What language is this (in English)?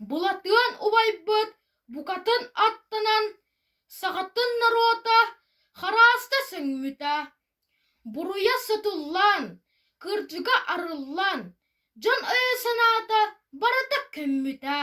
Yakut